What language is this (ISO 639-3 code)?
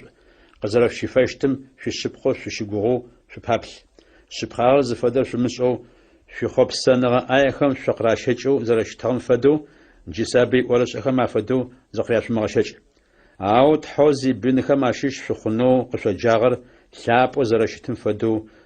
ady